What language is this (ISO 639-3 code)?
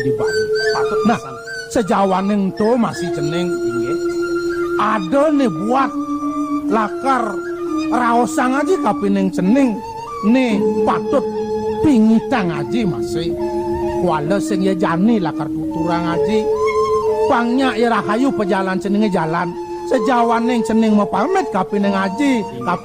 ban